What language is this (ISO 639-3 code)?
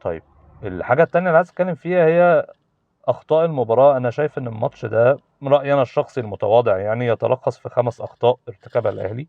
arz